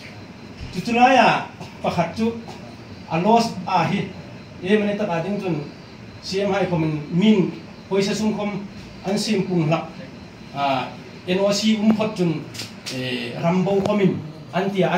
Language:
Hmar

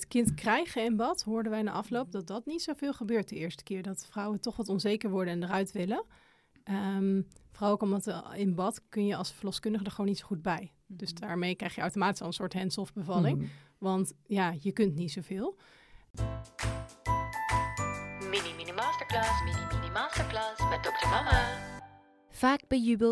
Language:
Dutch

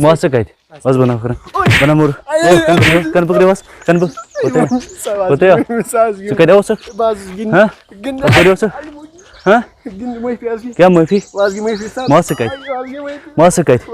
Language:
Kashmiri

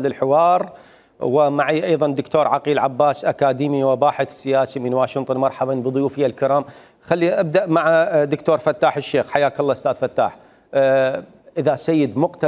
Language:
Mesopotamian Arabic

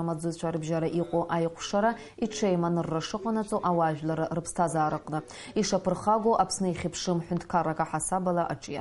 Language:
Abkhazian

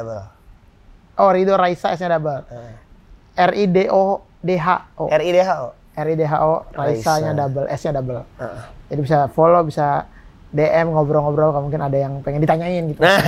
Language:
Indonesian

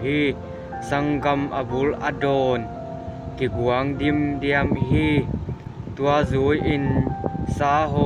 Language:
Tedim Chin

